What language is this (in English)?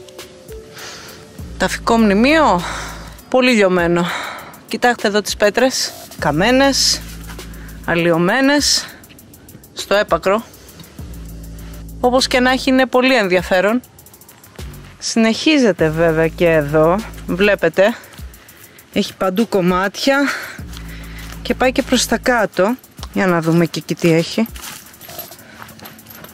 Greek